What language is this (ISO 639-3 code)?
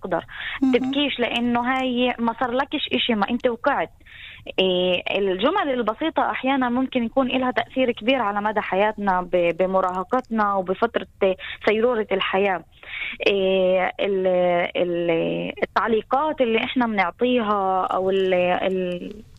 apc